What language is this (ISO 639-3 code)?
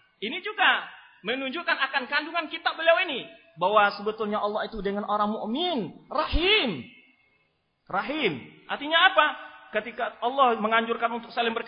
ind